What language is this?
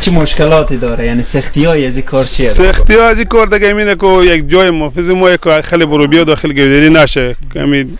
Persian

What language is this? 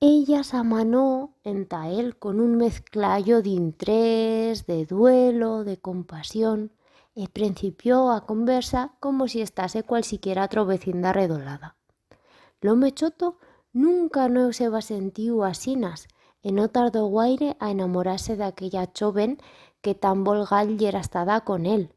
Aragonese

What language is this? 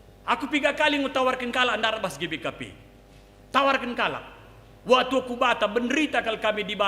Batak Karo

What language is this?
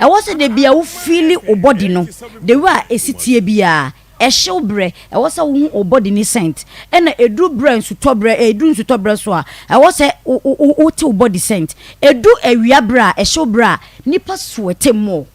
Akan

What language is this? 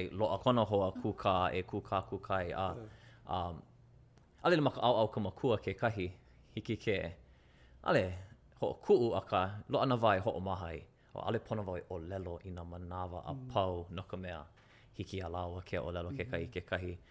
Hawaiian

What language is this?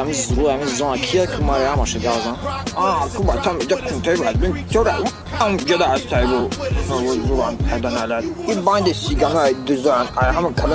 Tajik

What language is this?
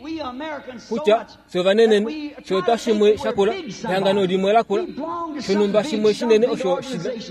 Kuanyama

